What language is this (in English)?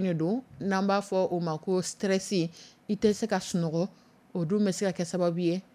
Dyula